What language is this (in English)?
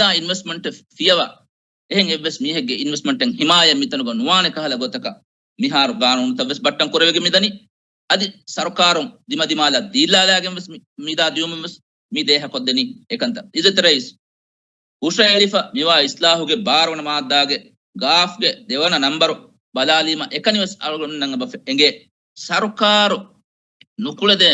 Divehi